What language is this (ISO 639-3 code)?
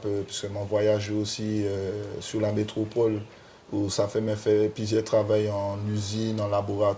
gcf